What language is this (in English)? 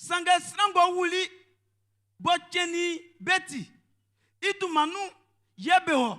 Baoulé